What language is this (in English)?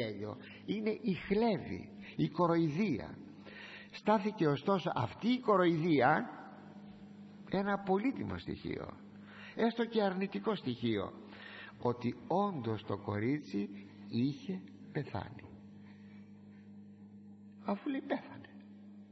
Greek